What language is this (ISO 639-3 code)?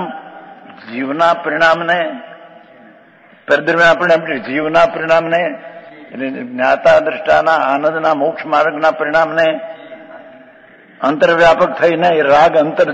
guj